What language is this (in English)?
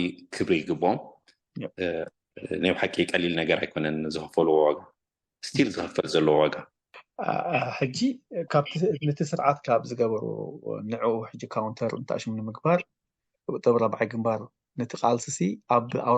Tigrinya